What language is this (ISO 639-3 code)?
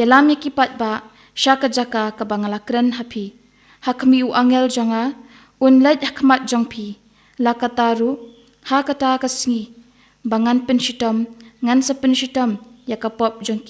kha